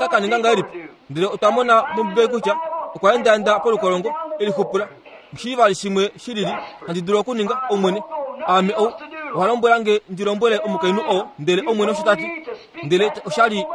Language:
Kuanyama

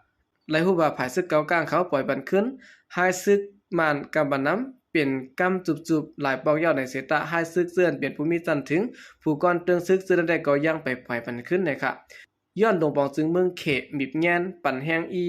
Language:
Shan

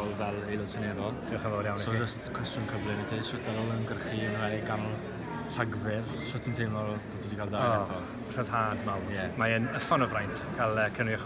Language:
Welsh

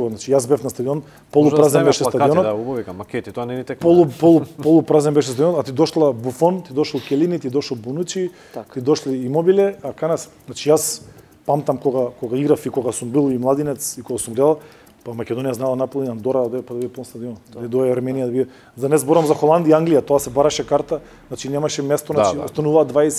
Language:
Macedonian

